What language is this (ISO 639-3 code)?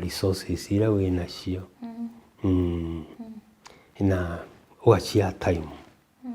mer